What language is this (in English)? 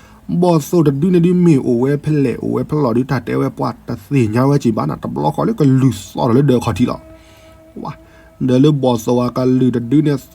S'gaw Karen